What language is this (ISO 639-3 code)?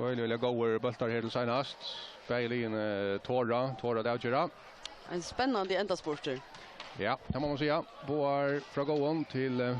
fao